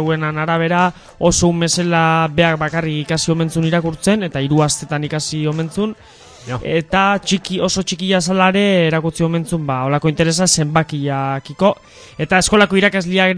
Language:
Basque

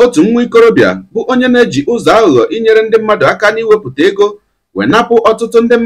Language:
Igbo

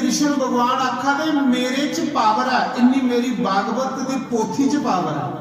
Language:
Dogri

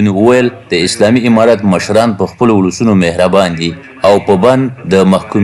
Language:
Pashto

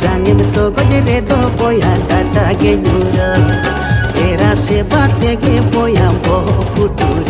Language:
Santali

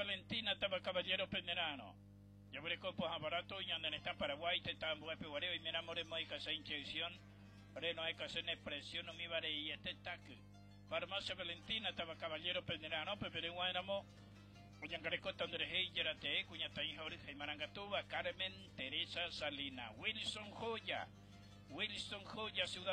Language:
Guarani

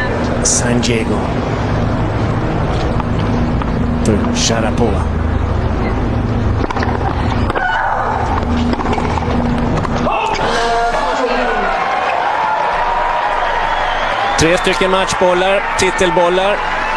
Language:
Swedish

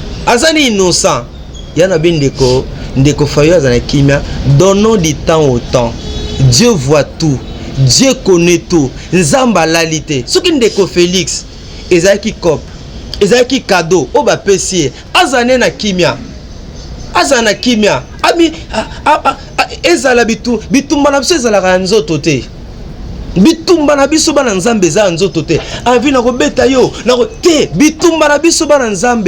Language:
Lingala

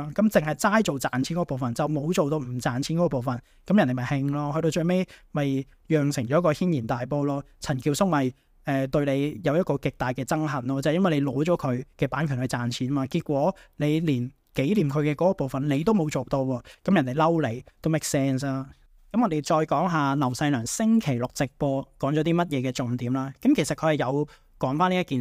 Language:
Cantonese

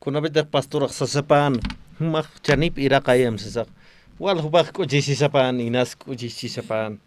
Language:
Aymara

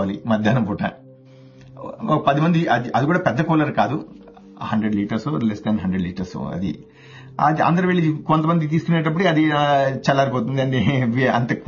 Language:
Telugu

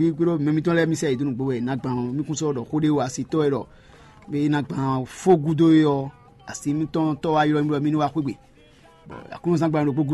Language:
Fon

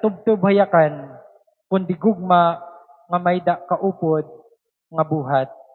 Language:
Waray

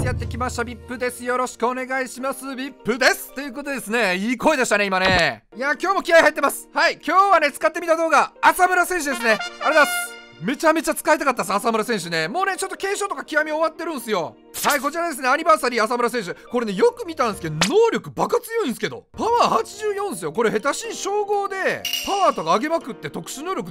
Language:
Japanese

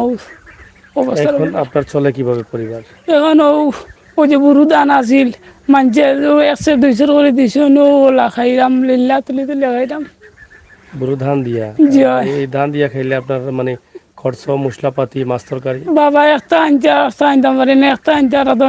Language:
Sylheti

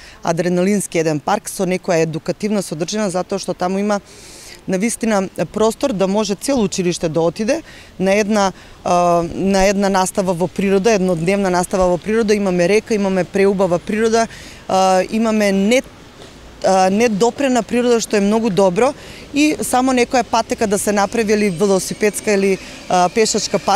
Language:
Macedonian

